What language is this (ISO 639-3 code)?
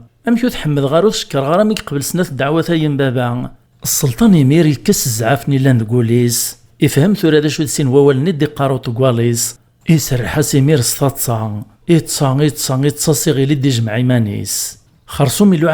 kab